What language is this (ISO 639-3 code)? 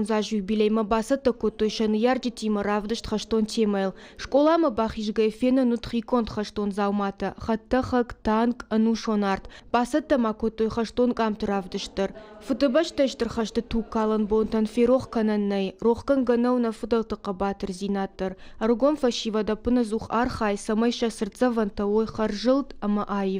oss